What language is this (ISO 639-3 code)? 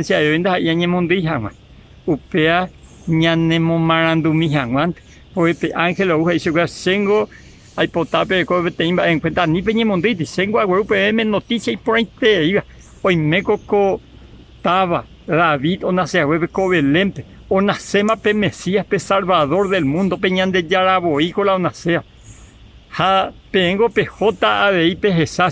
grn